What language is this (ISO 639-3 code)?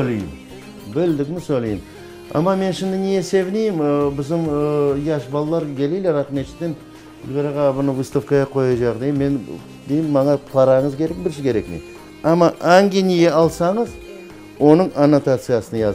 crh